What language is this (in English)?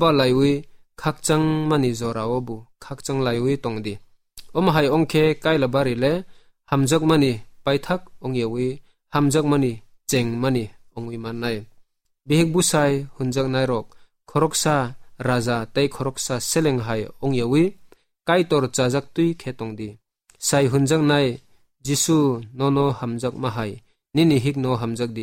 Kok Borok